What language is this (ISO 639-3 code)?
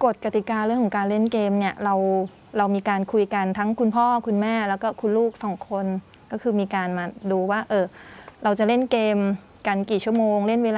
tha